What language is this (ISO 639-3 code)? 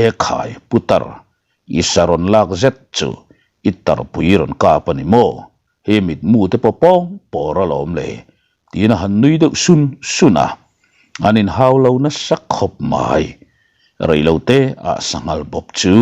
lus